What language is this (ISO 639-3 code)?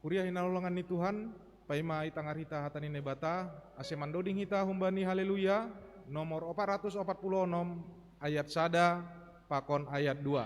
bts